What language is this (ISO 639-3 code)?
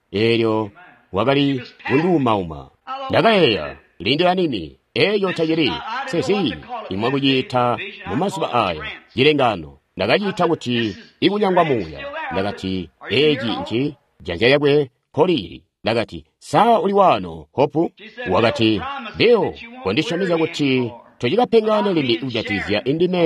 toi